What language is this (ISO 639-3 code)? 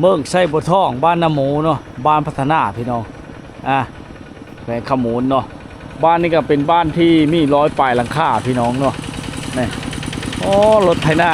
lao